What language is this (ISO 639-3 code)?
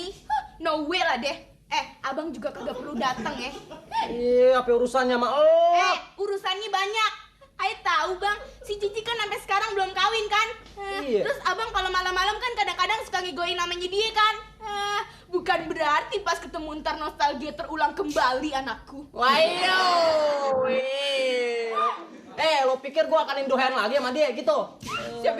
bew